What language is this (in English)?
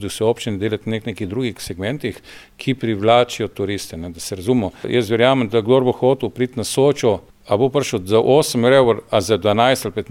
Slovenian